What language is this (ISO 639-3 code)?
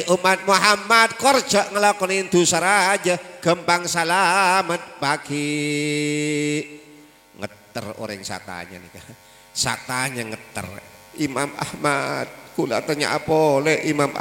mad